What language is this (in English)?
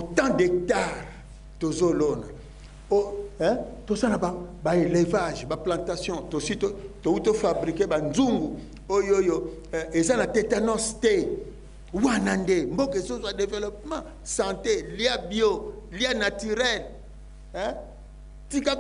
Lingala